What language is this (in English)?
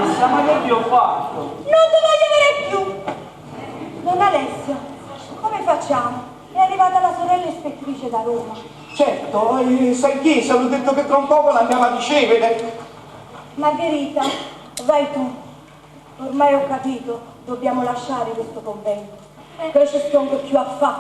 Neapolitan